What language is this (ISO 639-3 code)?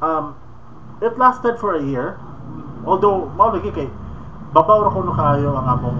ceb